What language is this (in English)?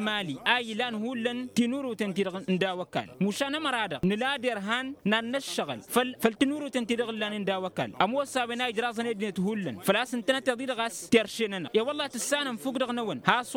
Tamasheq